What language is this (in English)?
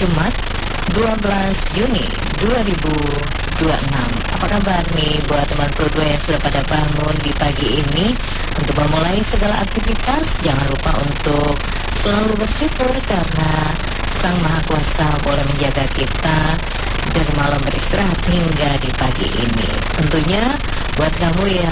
Indonesian